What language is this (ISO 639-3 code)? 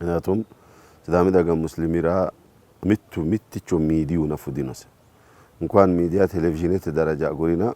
sid